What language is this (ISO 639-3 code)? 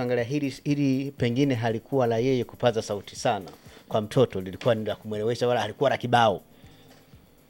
swa